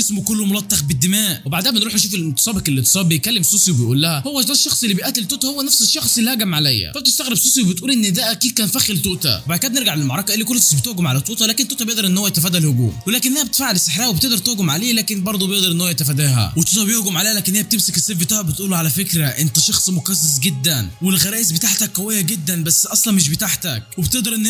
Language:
Egyptian Arabic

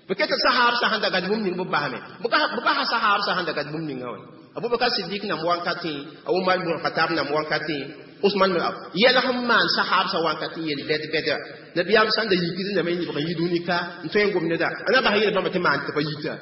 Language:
Mossi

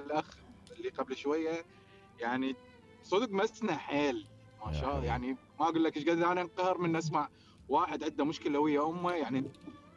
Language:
Mesopotamian Arabic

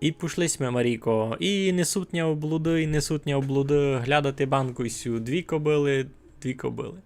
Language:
Rusyn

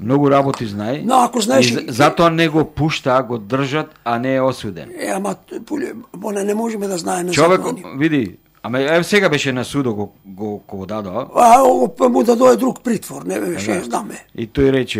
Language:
Macedonian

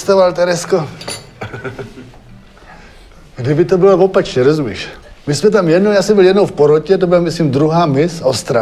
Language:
Czech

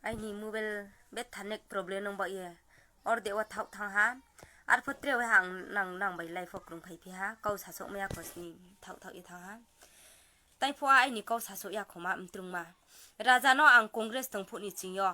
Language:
Riang (India)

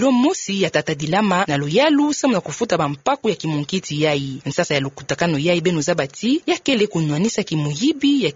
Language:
Kituba (Democratic Republic of Congo)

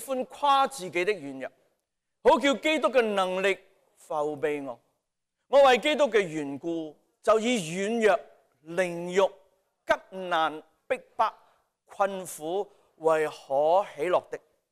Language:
Cantonese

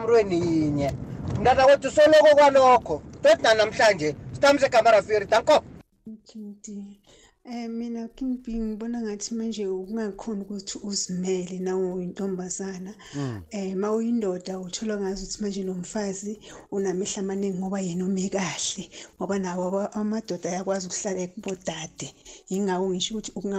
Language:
South Ndebele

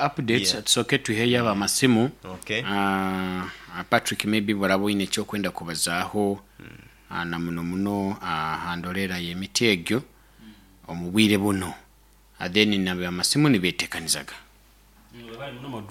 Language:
Nyoro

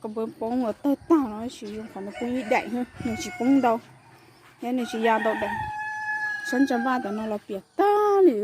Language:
Hmong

